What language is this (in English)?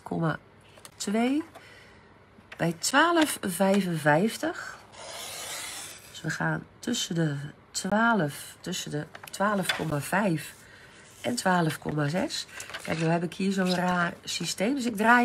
Dutch